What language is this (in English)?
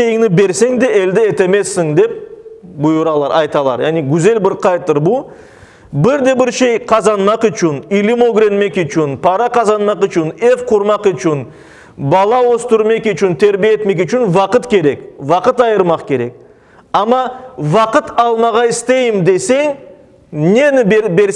Crimean Tatar